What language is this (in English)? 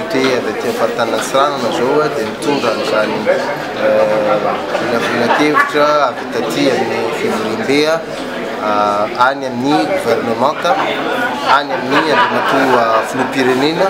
Malagasy